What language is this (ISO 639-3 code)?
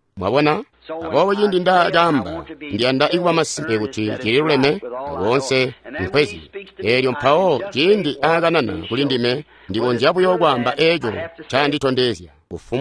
toi